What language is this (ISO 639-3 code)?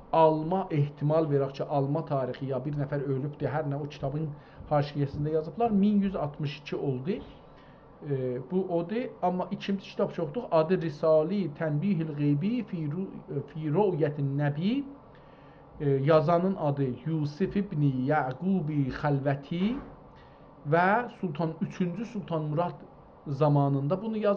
azb